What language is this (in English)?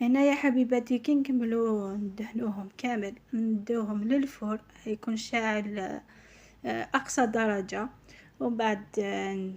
Algerian Arabic